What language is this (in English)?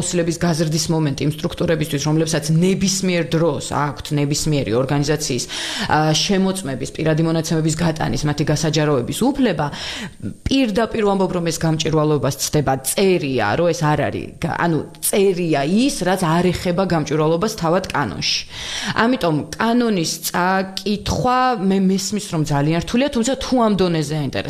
Georgian